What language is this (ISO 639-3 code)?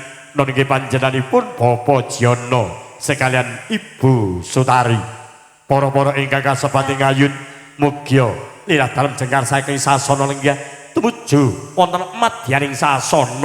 jav